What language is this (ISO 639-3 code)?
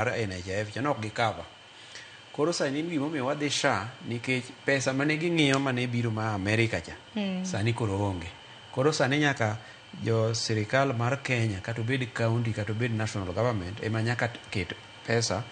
luo